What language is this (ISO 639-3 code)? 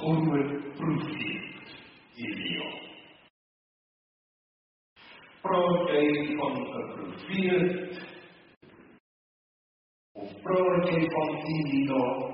afr